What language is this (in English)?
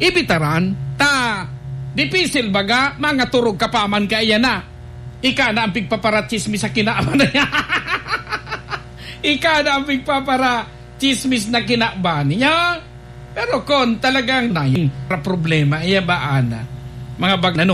Bikol